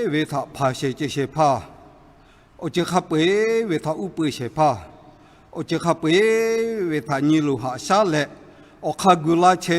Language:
Lahu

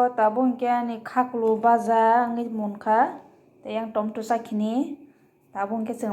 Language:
Kok Borok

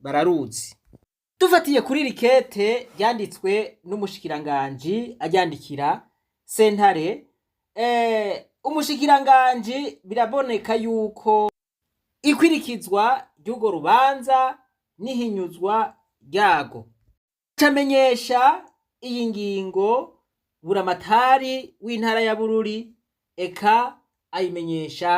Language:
Rundi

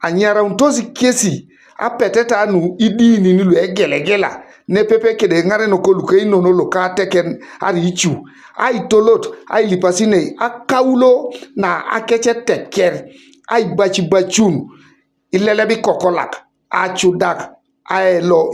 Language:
Teso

